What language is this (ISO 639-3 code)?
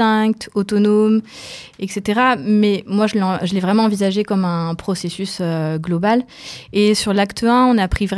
fra